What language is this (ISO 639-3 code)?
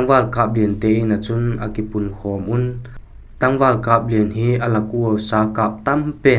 vap